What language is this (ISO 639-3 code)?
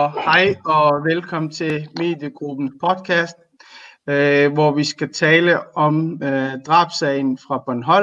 dan